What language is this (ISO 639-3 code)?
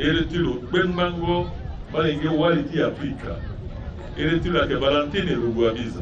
sag